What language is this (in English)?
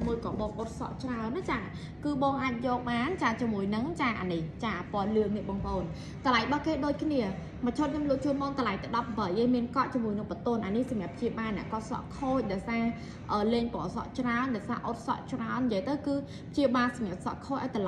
Khmer